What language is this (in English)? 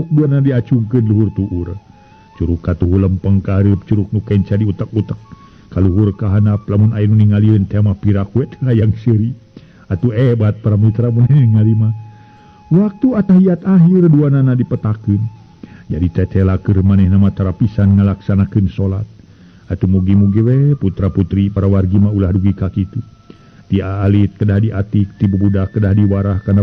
Sundanese